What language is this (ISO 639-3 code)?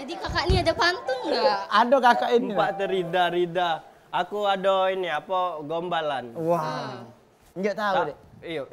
mui